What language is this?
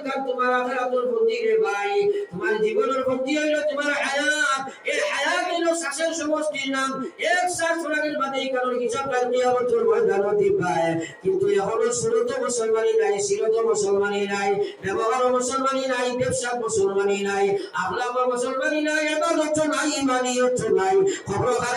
Sylheti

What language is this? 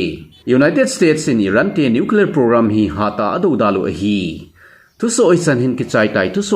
Thado Chin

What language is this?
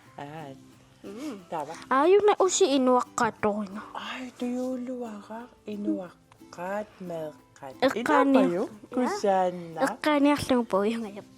Kalaallisut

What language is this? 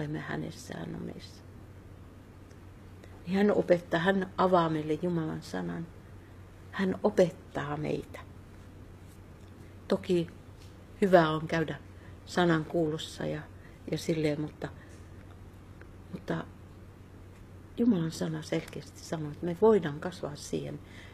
Finnish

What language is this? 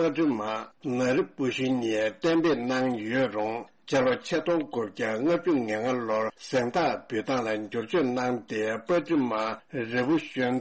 Tibetan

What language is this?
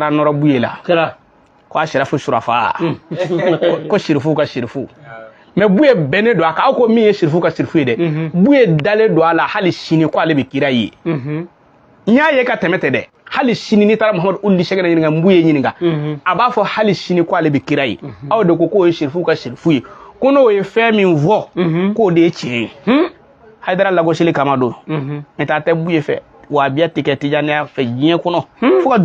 Bambara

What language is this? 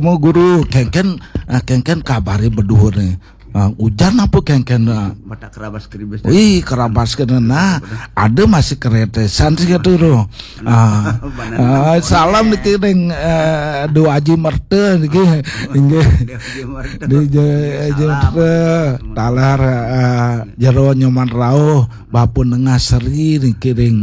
Balinese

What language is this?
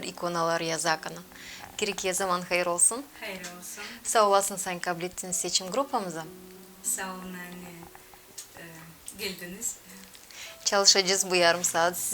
Gagauz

